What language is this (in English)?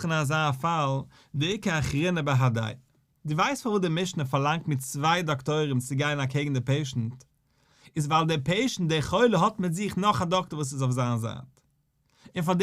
Yiddish